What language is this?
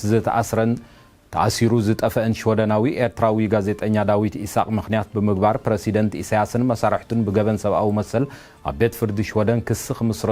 Tigrinya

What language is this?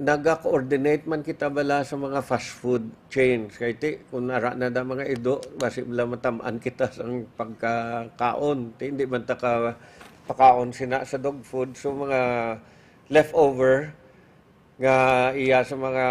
Hiligaynon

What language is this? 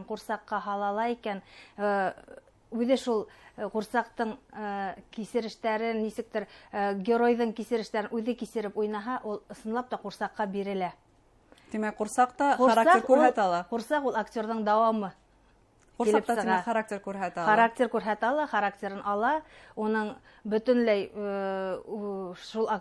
Bashkir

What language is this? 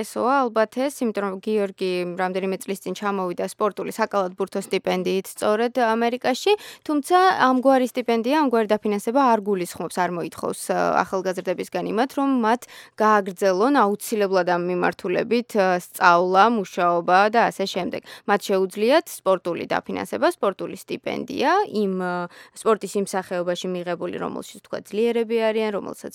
Georgian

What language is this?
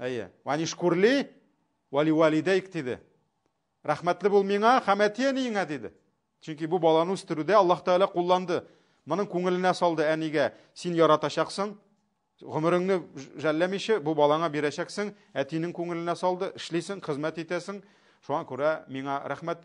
Tatar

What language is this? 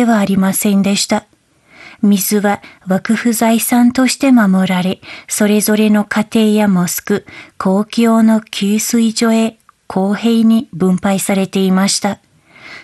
Japanese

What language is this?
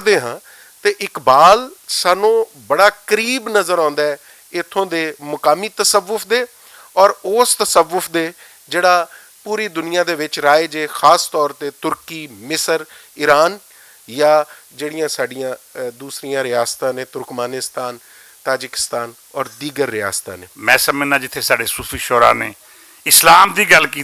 Western Panjabi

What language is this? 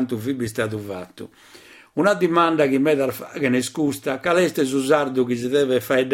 Sardinian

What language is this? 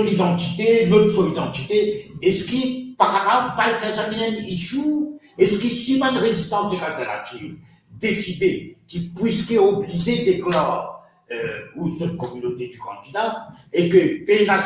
Morisyen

